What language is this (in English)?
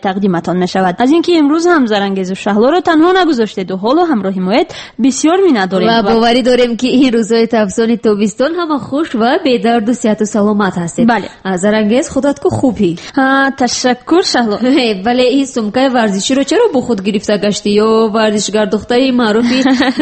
Tajik